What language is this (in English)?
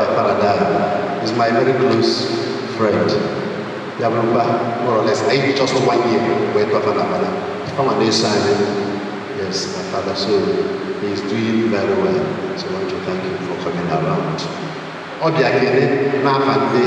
Igbo